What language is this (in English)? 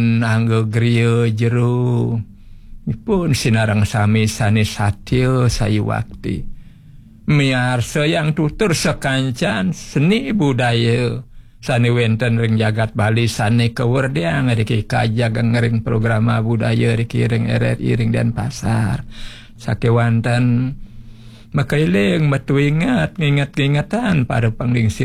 Balinese